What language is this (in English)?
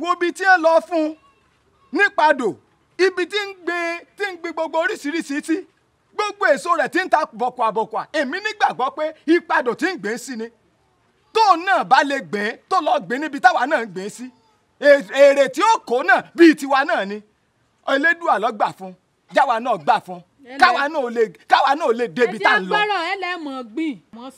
Yoruba